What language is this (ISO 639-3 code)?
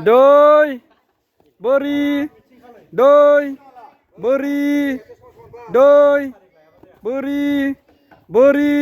brx